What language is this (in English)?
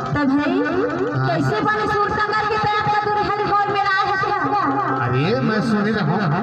Chhattisgarhi